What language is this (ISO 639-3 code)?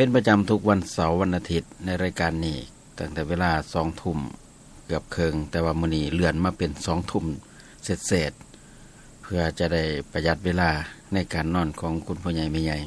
tts